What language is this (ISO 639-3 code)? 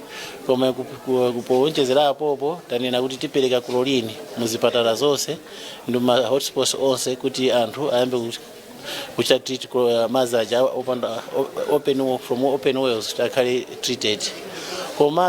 nya